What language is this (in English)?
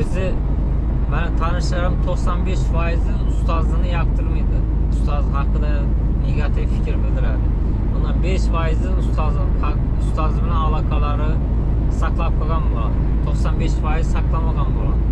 Uzbek